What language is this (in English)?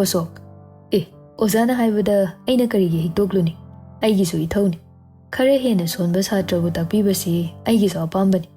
Manipuri